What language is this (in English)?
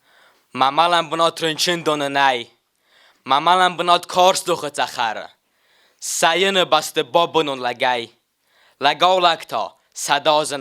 Ossetic